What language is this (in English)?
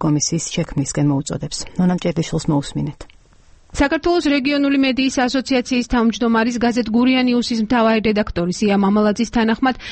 Georgian